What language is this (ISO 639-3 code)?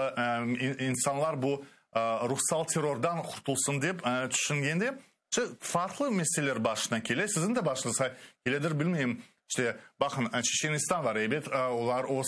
crh